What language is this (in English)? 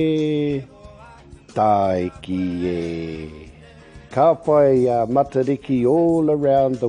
Māori